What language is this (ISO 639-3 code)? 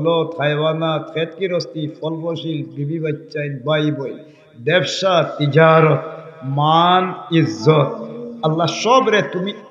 syl